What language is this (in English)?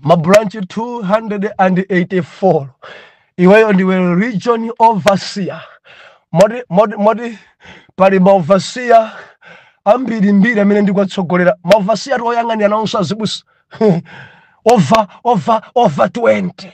Nyanja